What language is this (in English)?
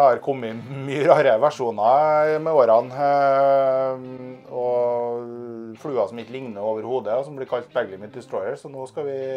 Norwegian